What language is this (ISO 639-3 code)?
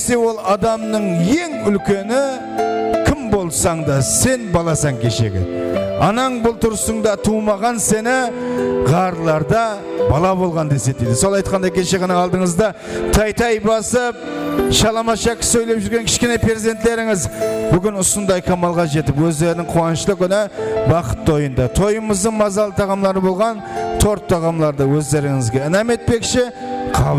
kaa